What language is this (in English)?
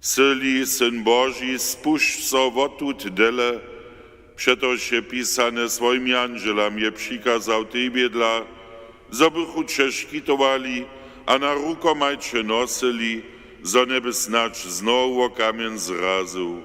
Upper Sorbian